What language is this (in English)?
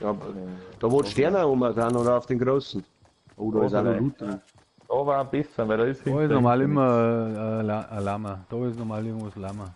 Bavarian